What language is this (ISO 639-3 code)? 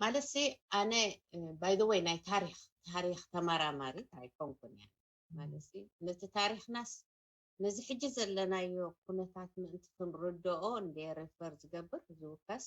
tir